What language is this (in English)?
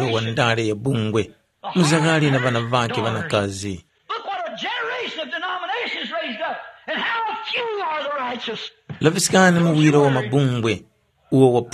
Tumbuka